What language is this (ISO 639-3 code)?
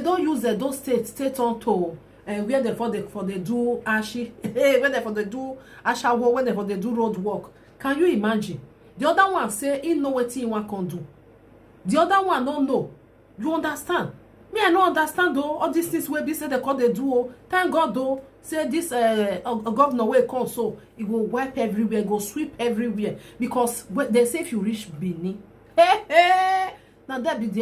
pcm